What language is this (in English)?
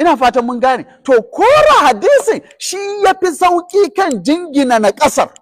Hausa